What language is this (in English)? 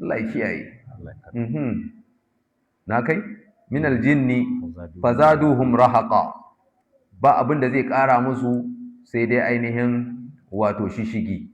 Hausa